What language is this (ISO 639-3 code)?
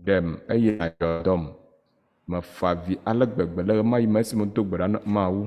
ewe